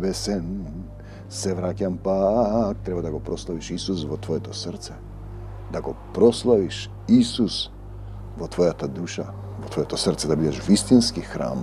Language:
Macedonian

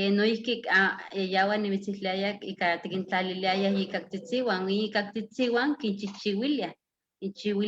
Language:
Eastern Huasteca Nahuatl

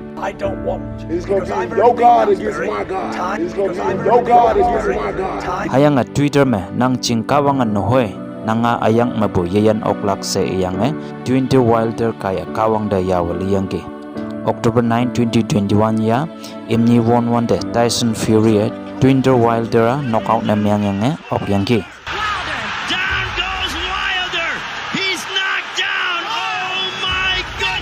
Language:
Konyak Naga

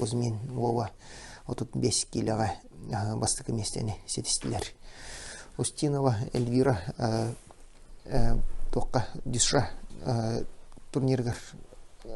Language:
Yakut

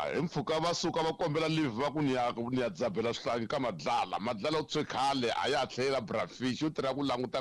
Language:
Tsonga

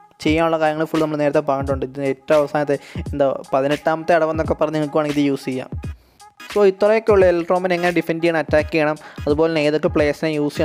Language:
Malayalam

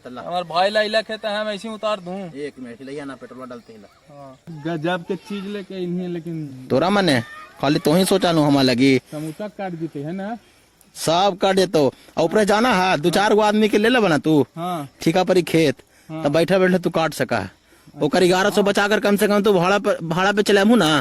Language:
Magahi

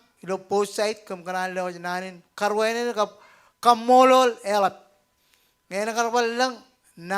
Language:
Marshallese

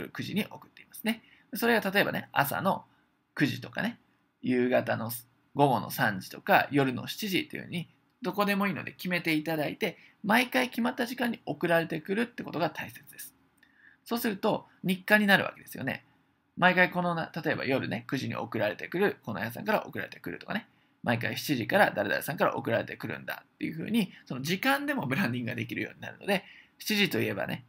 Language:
Japanese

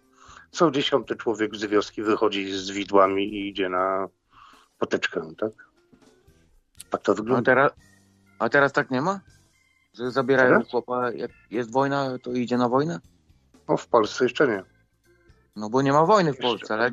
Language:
Polish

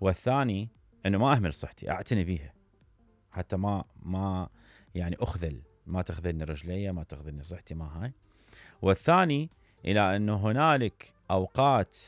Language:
Mesopotamian Arabic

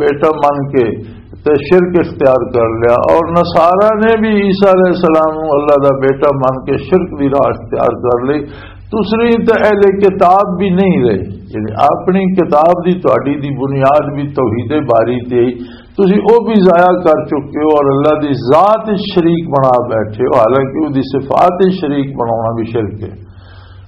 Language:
Western Panjabi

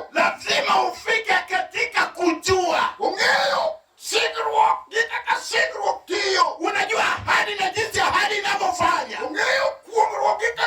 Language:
Luo (Kenya and Tanzania)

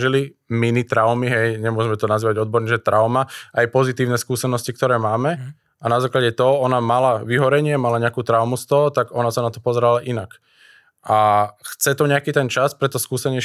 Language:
Slovak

